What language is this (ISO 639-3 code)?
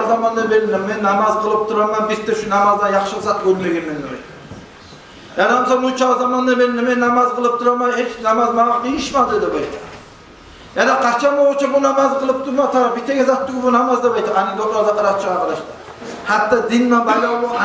kum